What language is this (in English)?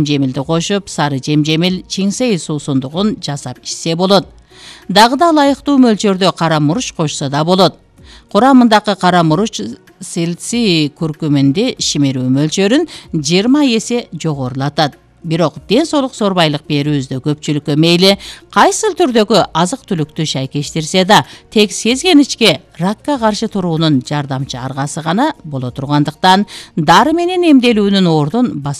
Kyrgyz